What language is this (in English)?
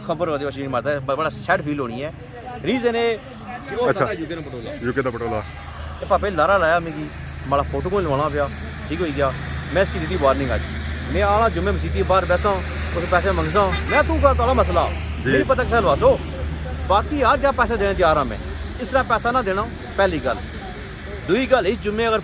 Pahari-Potwari